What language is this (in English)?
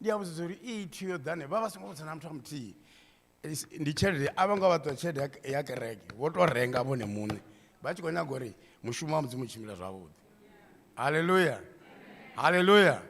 Venda